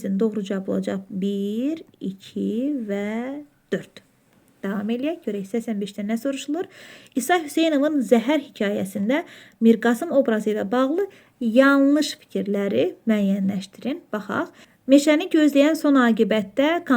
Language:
Azerbaijani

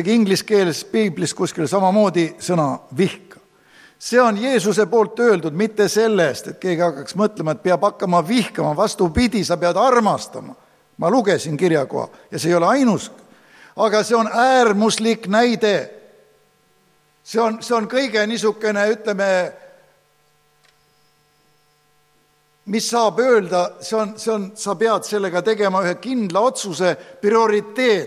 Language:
Estonian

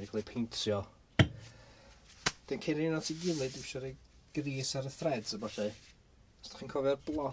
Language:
Welsh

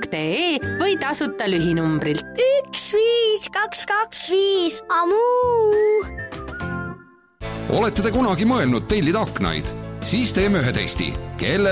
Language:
Estonian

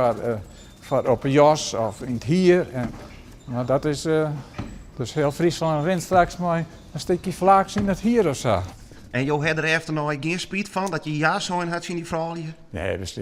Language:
Western Frisian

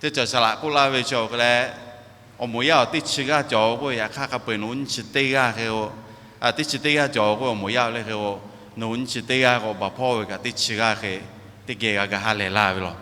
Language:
Lahu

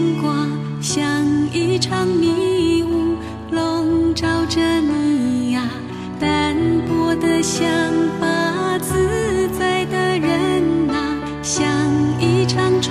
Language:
Chinese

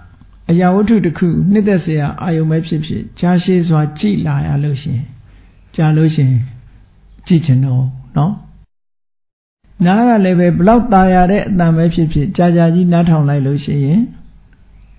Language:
Burmese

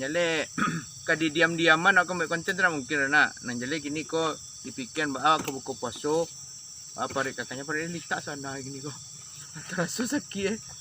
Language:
Minangkabau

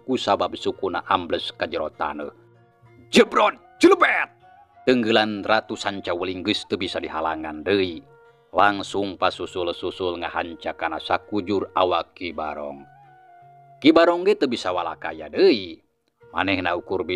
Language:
Sundanese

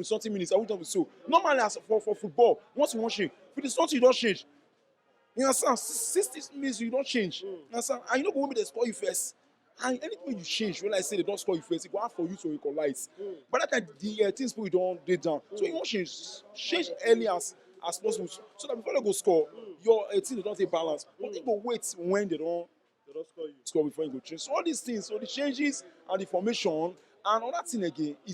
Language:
Nigerian Pidgin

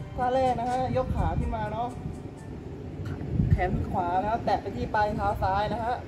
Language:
Thai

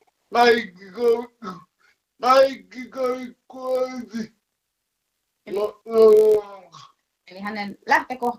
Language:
Finnish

